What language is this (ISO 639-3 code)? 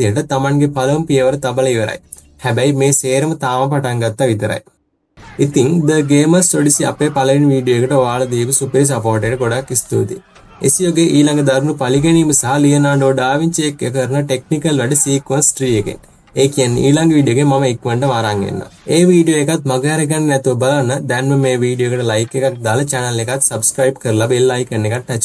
sin